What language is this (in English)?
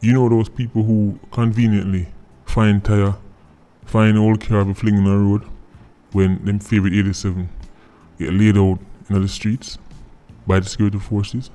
Jamaican Creole English